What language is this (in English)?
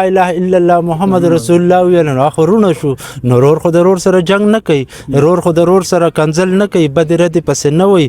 Pashto